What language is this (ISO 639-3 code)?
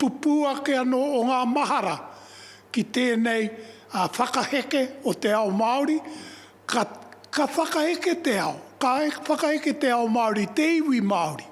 mri